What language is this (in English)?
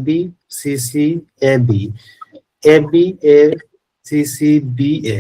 Santali